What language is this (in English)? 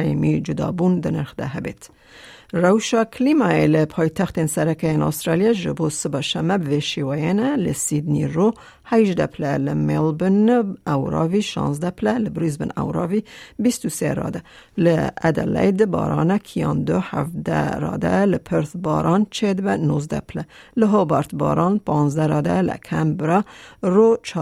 Kurdish